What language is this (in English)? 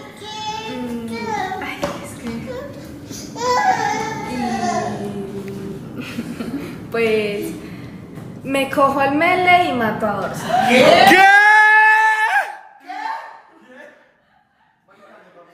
Spanish